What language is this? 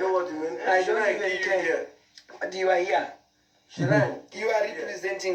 Nigerian Pidgin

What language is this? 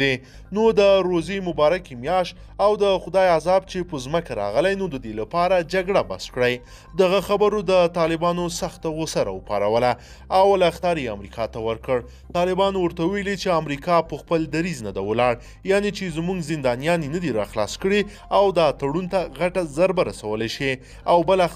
Pashto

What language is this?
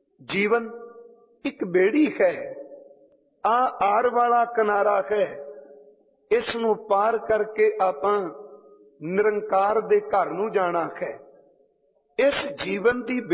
Punjabi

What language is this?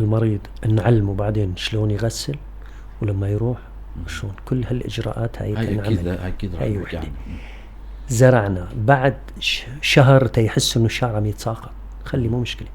North Levantine Arabic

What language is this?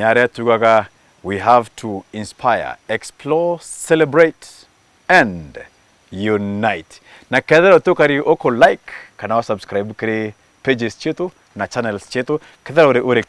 Meru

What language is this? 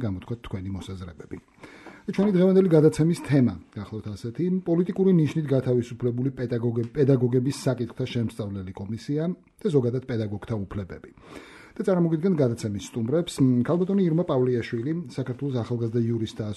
Georgian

